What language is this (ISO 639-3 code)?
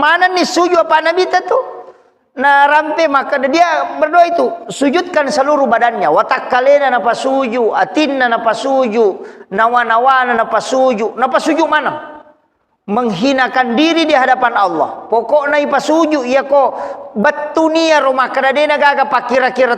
bug